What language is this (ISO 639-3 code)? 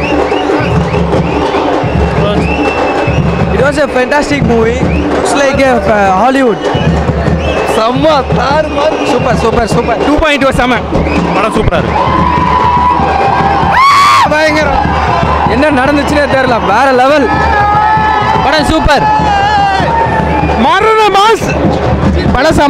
tam